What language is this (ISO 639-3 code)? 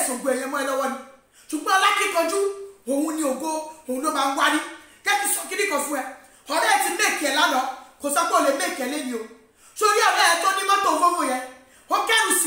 yor